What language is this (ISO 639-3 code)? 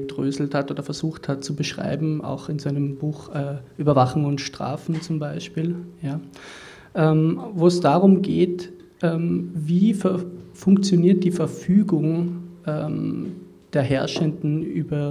deu